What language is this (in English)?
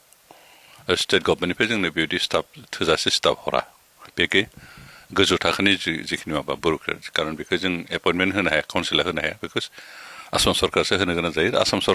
Bodo